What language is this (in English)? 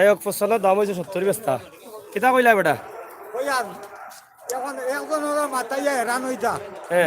Sylheti